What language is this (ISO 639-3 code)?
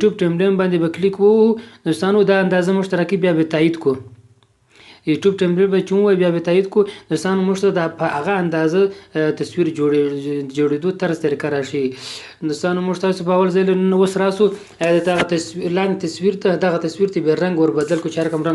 pus